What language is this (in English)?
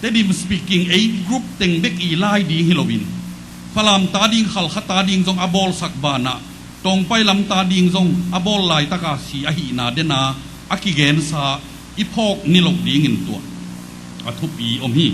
Tedim Chin